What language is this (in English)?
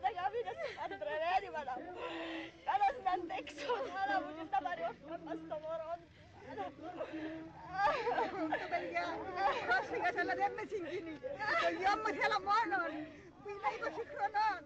Greek